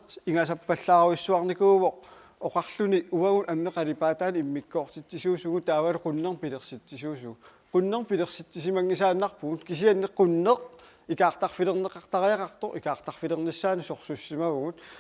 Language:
Kalaallisut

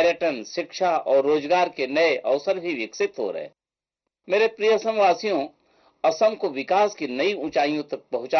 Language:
Hindi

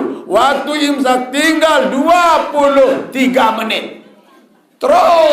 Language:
Sasak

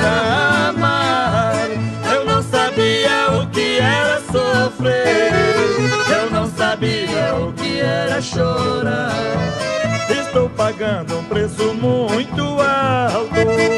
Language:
Portuguese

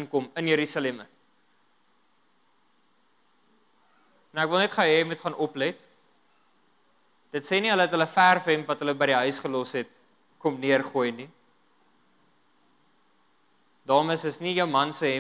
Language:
Afrikaans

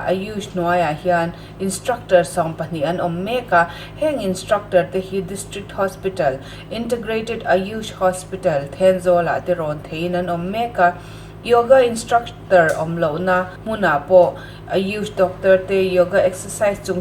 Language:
Mizo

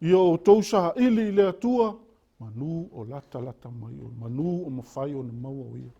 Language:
Samoan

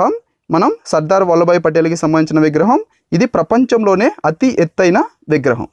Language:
Telugu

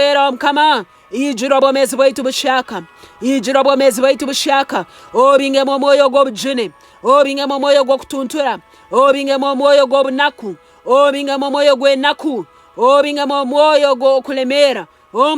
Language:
Nyankole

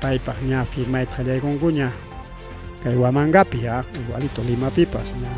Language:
Ayacucho Quechua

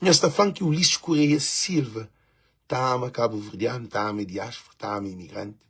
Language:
Kabuverdianu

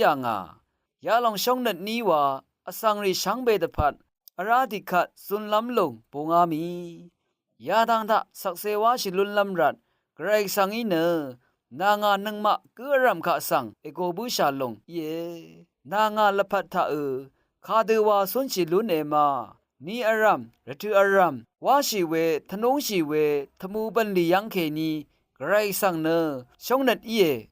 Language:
Rawang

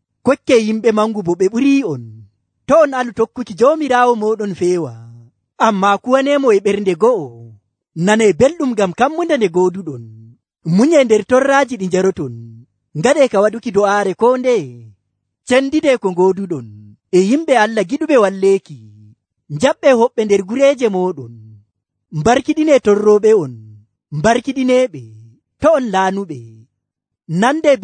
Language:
Nigerian Fulfulde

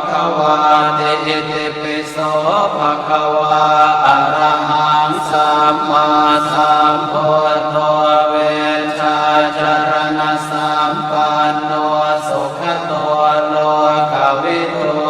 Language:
Pali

